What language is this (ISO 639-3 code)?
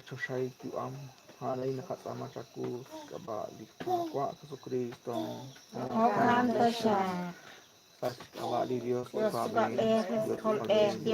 kek